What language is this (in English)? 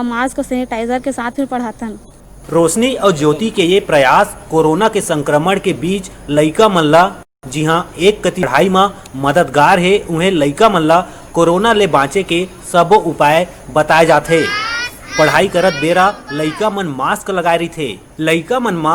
Chhattisgarhi